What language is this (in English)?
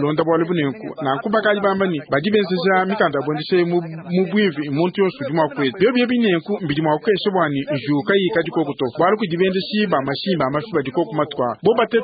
Luba-Lulua